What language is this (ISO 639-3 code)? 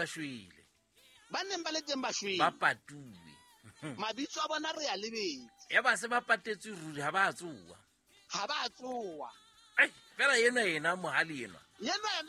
sot